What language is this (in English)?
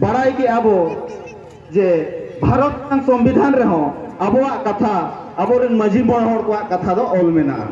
Santali